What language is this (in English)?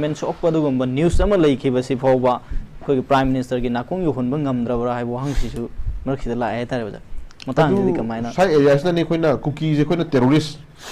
Manipuri